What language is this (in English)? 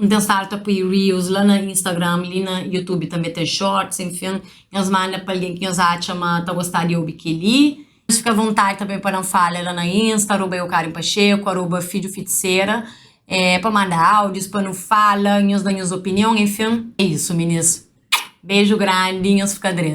Kabuverdianu